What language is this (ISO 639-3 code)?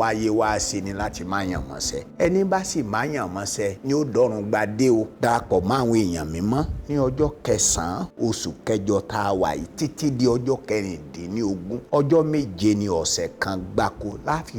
yor